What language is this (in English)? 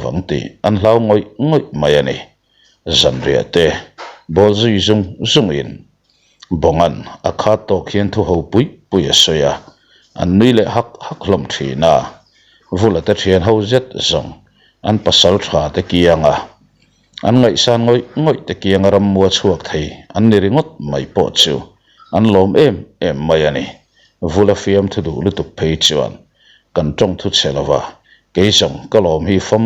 Mizo